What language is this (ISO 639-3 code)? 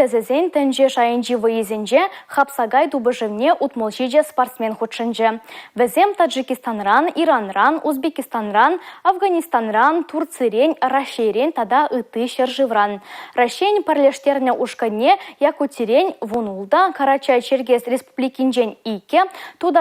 chv